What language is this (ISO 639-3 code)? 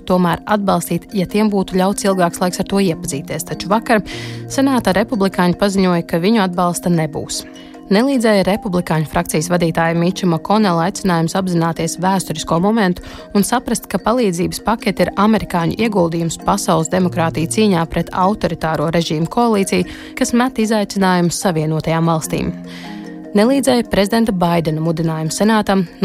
lav